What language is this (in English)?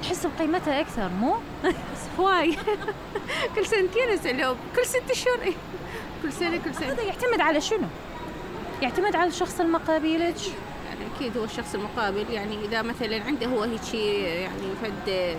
Mesopotamian Arabic